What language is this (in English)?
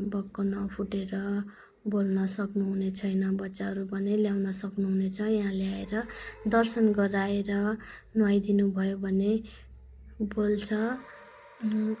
Nepali